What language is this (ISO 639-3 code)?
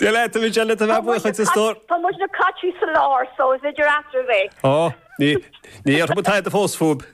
gle